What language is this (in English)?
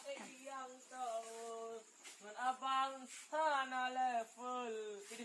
Achinese